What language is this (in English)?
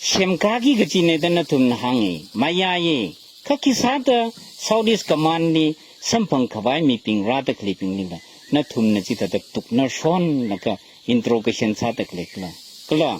Tangkhul Naga (India)